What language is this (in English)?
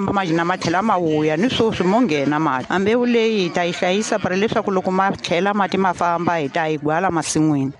Tsonga